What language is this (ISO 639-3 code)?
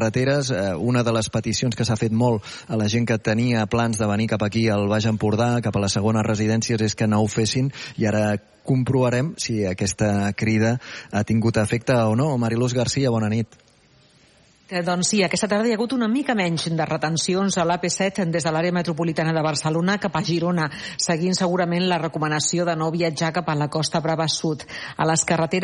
cat